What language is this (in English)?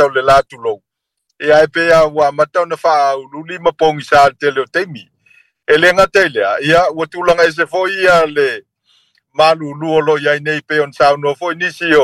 Samoan